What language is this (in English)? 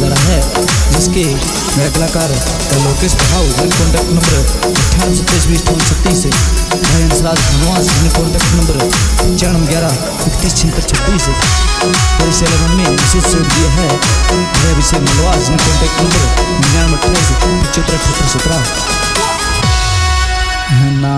Hindi